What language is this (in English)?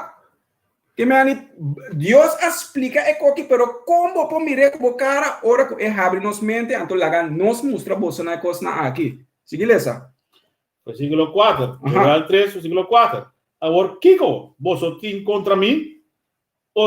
Papiamento